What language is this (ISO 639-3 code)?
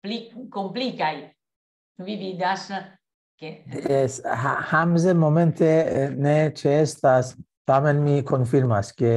epo